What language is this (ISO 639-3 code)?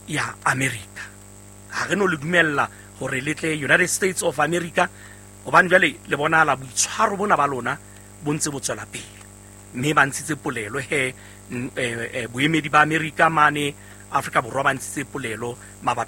sot